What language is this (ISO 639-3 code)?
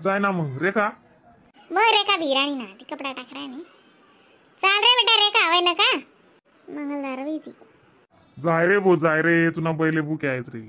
khn